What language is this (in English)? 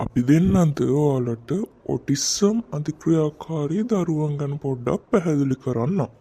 Sinhala